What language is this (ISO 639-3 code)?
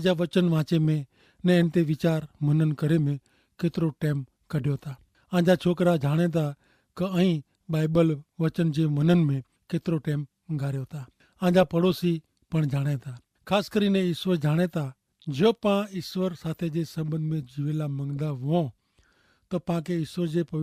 kfr